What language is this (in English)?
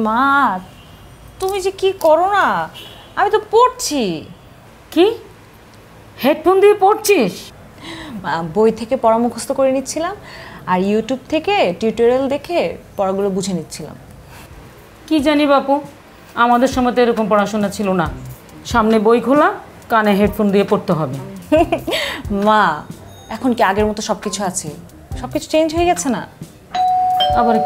Bangla